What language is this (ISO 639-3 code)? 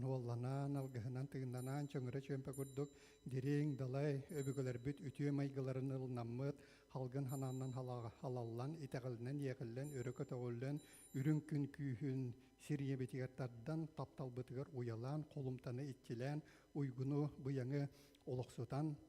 sah